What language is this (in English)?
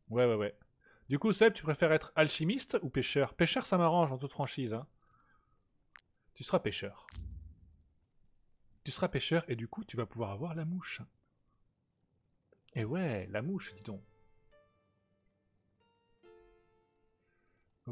French